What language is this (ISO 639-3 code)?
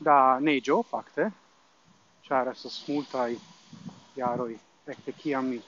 epo